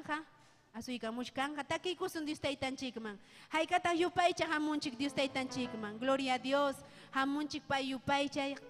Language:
Ayacucho Quechua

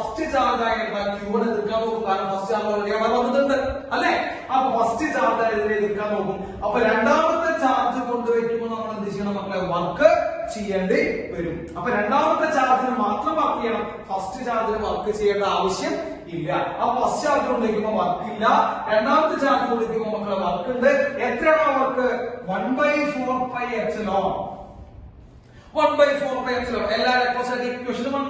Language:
Malayalam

